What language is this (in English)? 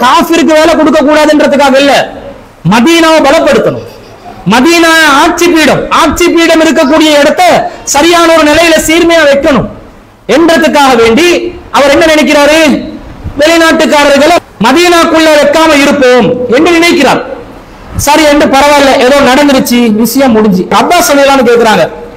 Tamil